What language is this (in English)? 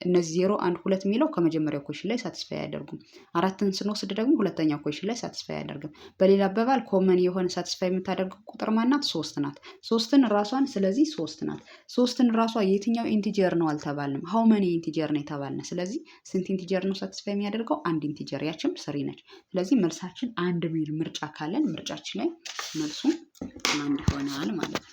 Amharic